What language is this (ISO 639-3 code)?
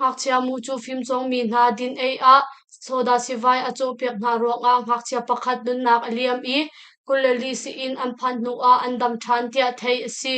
cnh